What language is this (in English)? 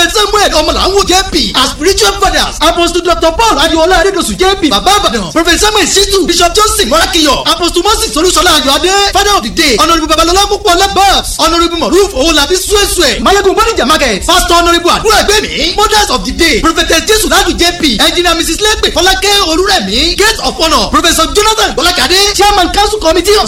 Yoruba